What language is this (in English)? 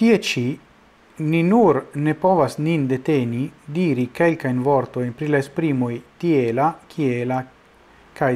Esperanto